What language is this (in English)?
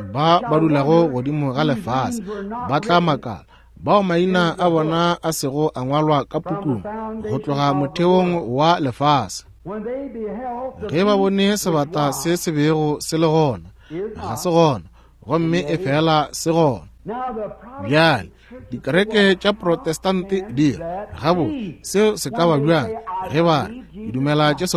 Northern Sotho